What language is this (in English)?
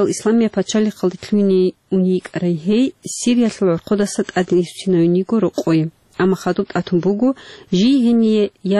Avaric